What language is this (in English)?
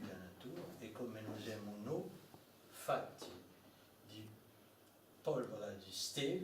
Corsican